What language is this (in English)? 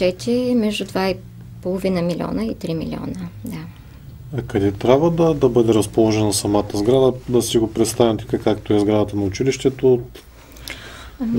Bulgarian